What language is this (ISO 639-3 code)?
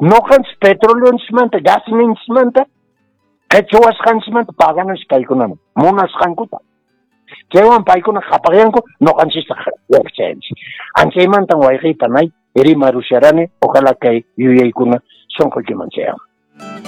que